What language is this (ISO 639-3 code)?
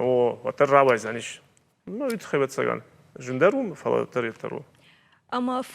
oss